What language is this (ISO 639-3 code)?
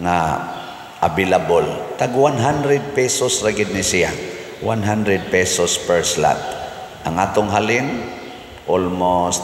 ceb